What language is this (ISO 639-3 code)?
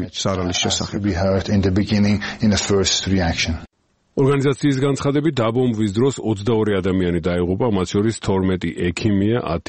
kat